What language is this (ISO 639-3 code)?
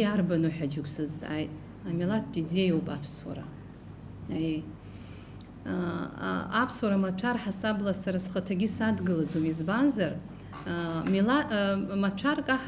abk